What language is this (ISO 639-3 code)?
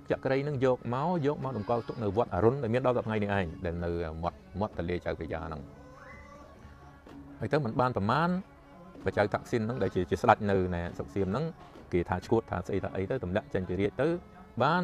khm